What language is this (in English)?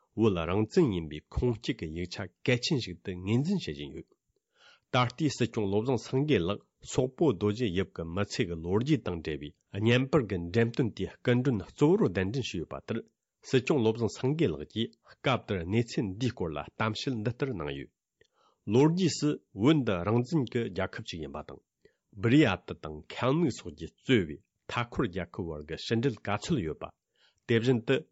Tibetan